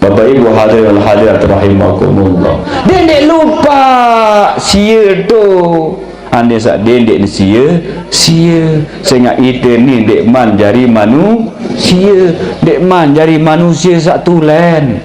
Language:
Sasak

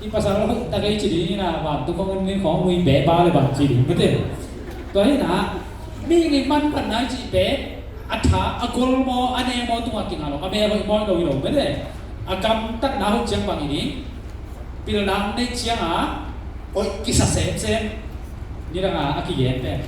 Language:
Tedim Chin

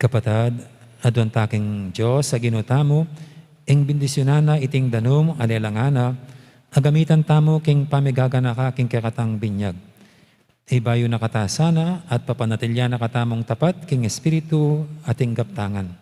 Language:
Pampanga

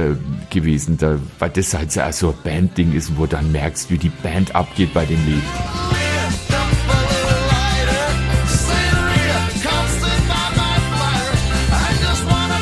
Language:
German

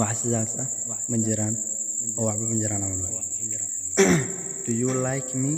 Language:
Somali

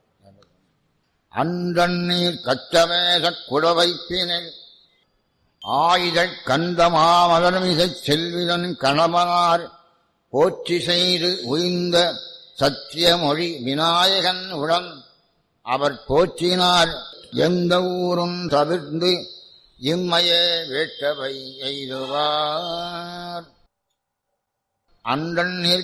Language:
Tamil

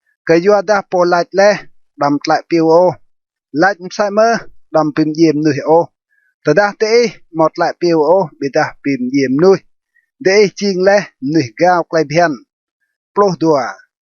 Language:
Rade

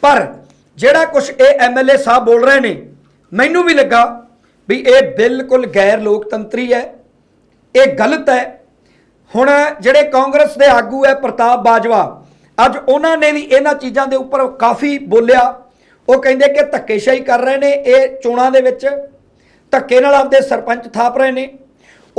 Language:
Punjabi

